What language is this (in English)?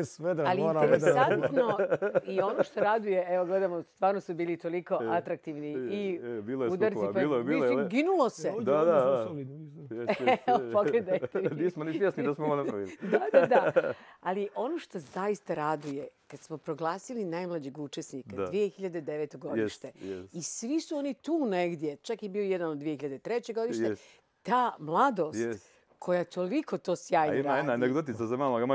Bosnian